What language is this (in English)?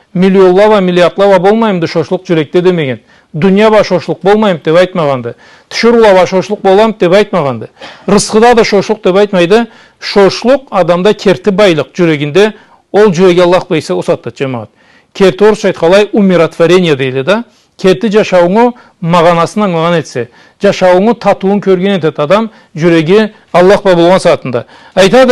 Karachay-Balkar